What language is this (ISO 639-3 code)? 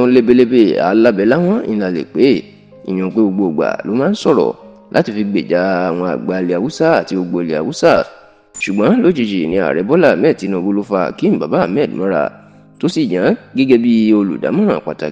yor